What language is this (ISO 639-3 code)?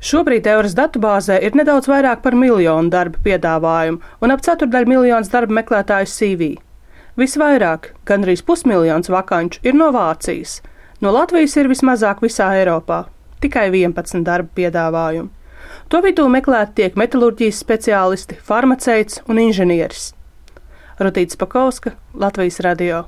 lav